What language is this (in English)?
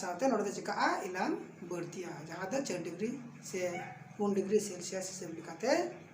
Santali